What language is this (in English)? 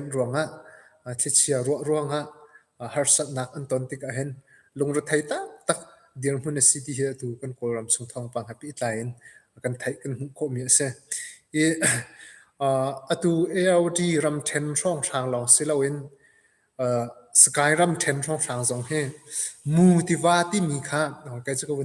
Hakha Chin